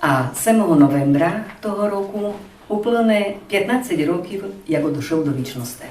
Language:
Rusyn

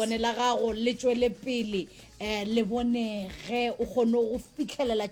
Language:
Northern Sotho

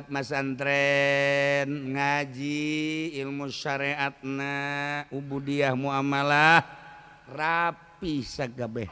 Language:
Sundanese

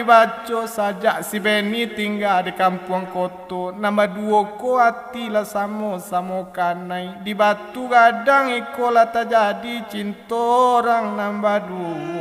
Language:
Minangkabau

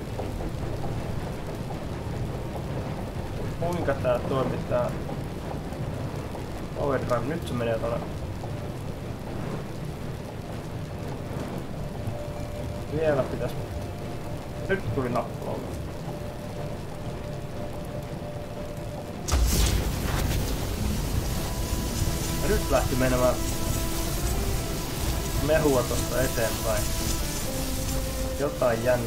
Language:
Finnish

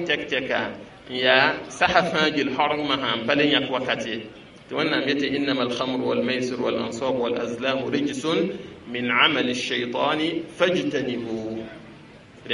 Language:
Mossi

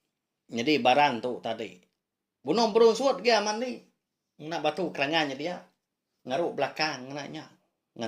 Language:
Iban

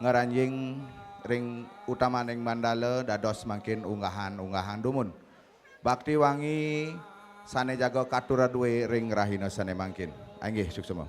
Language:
Balinese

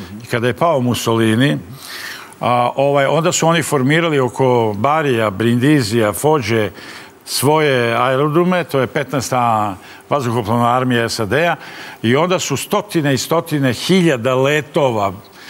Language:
Serbian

